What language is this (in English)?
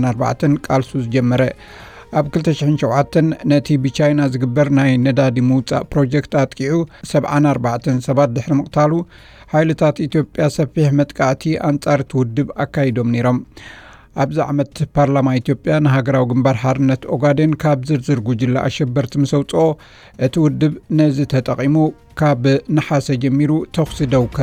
Tigrinya